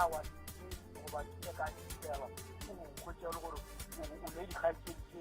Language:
Northern Sotho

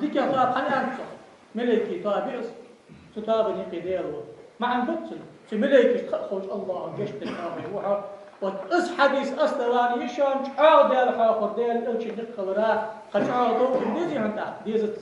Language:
Ingush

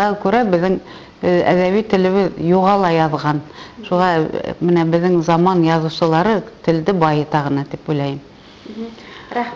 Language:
Bashkir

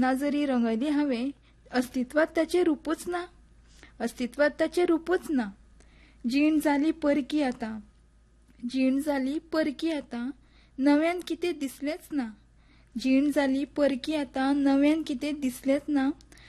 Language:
Konkani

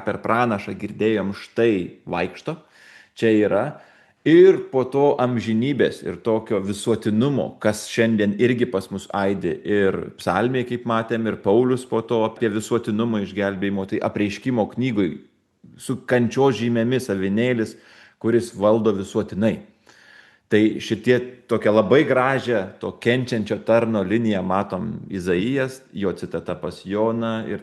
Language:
Lithuanian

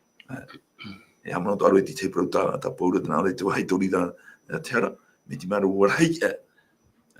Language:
Tahitian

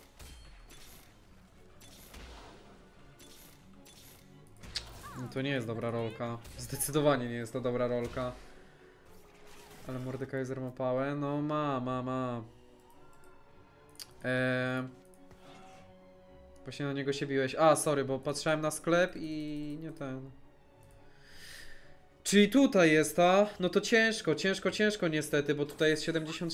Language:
Polish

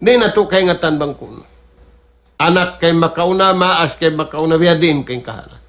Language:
Tausug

